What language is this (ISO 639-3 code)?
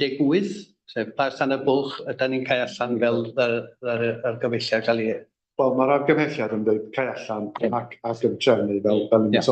cym